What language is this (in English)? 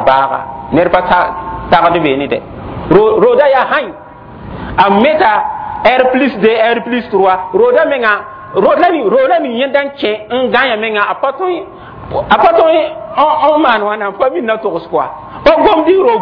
Mossi